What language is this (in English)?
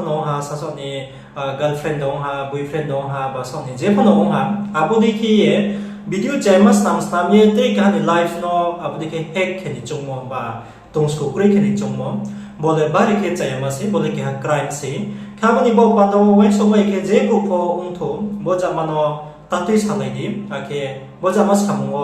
Riang (India)